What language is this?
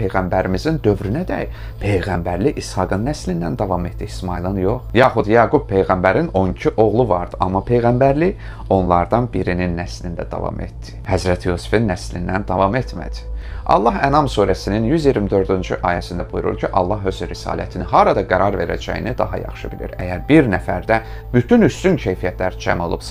Azerbaijani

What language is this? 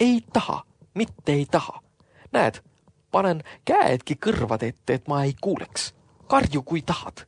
Estonian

